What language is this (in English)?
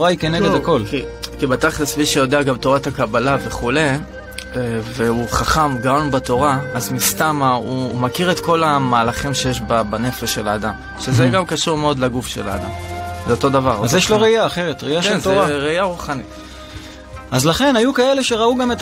Hebrew